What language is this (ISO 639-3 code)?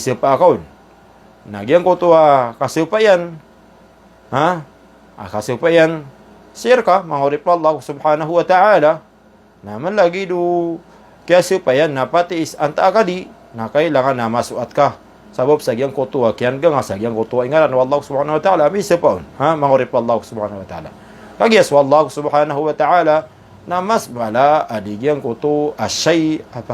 mrw